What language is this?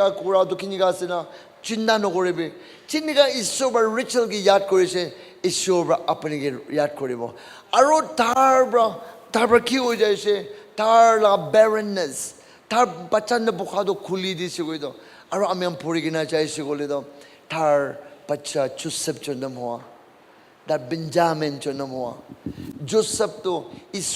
Naga Pidgin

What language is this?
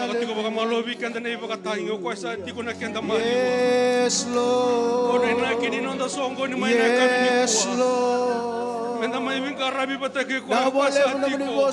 Fijian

